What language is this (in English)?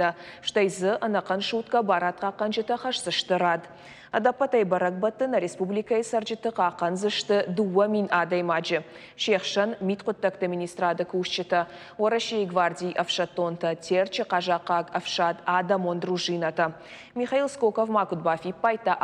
Ossetic